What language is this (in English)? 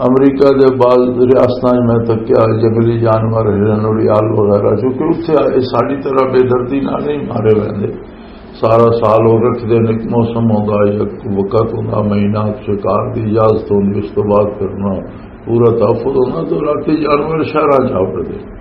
Western Panjabi